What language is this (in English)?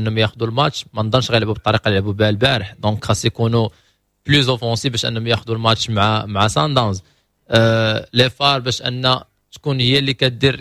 Moroccan Arabic